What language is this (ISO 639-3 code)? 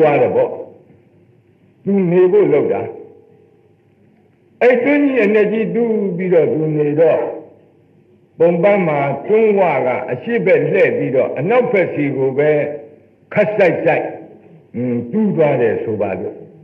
mya